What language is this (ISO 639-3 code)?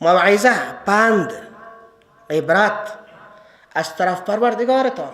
fas